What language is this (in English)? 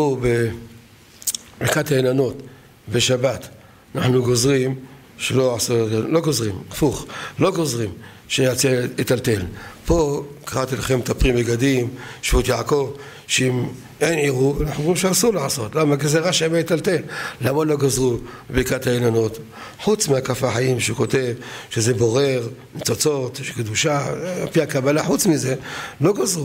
Hebrew